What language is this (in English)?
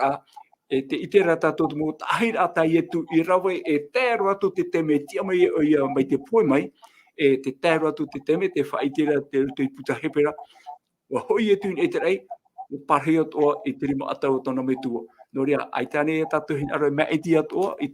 Tahitian